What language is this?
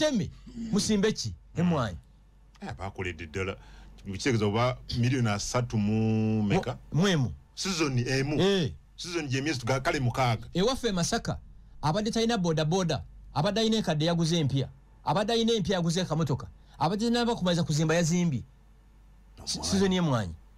Ganda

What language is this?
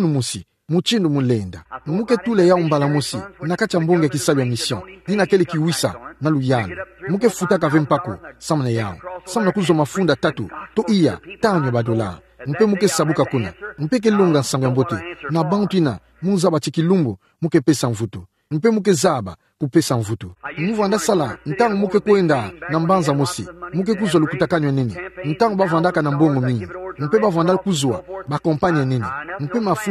Kituba (Democratic Republic of Congo)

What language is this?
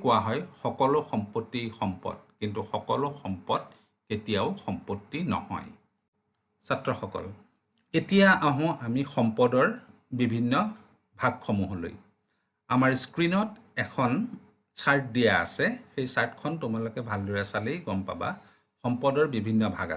Assamese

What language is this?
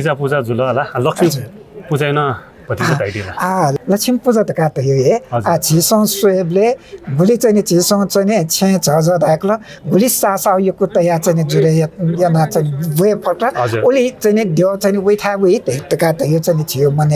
Newari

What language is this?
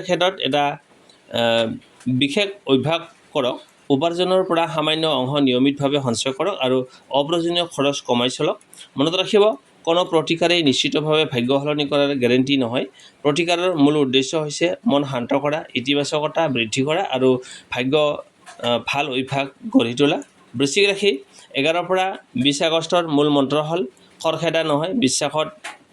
Assamese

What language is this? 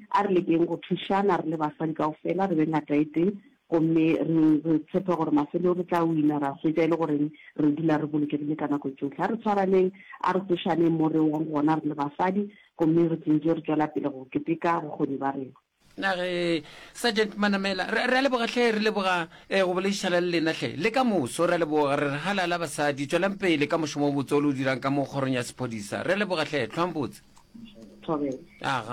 Northern Sotho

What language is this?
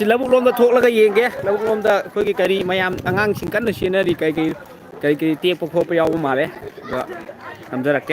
Manipuri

